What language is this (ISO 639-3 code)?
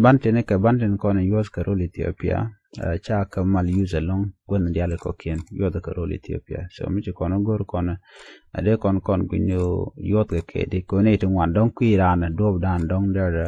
nus